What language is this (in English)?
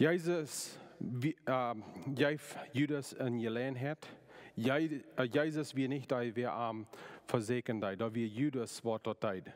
Plautdietsch